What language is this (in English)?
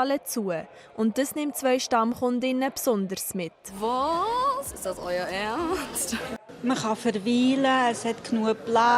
Swiss German